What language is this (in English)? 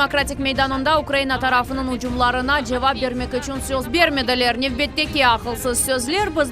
Crimean Tatar